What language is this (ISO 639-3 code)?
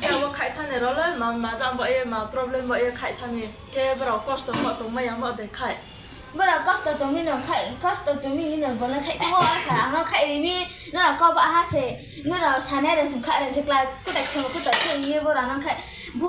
ria